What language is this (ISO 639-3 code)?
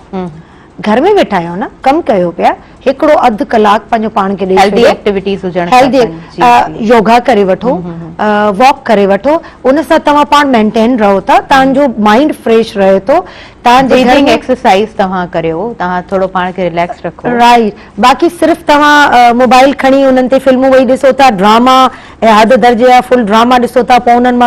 snd